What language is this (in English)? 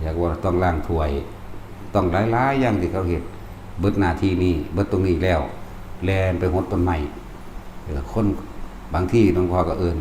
Northeastern Thai